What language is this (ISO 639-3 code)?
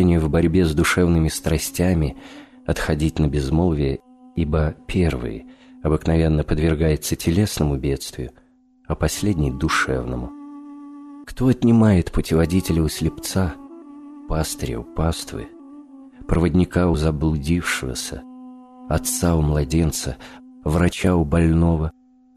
rus